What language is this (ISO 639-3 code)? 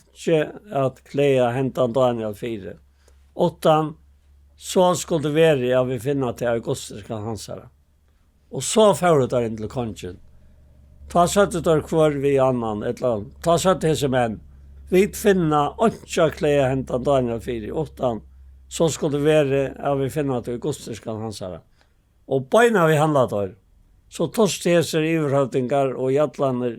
fao